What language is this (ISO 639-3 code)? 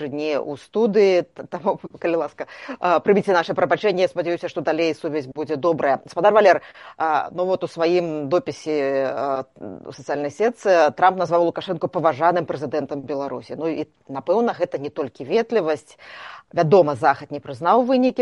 bel